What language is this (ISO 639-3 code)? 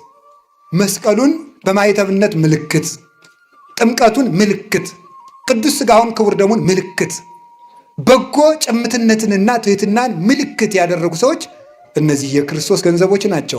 amh